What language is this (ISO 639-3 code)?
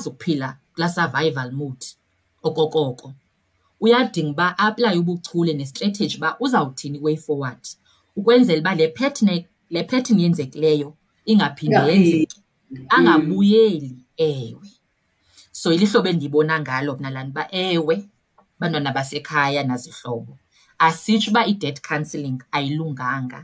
xho